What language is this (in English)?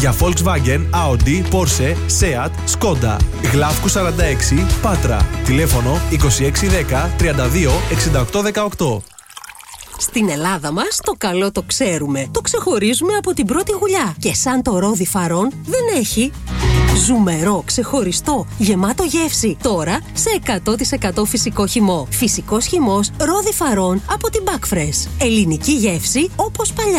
Greek